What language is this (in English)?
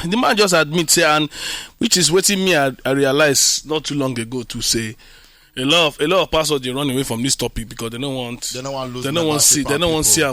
Nigerian Pidgin